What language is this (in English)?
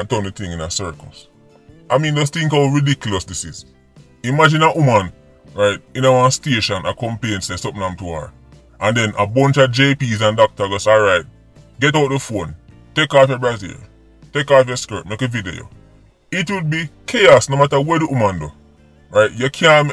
Jamaican Creole English